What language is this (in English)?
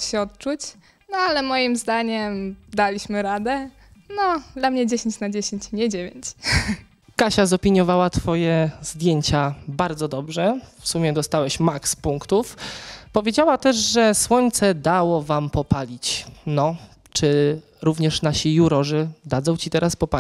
Polish